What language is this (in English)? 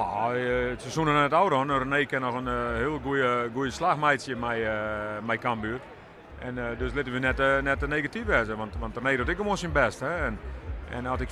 Western Frisian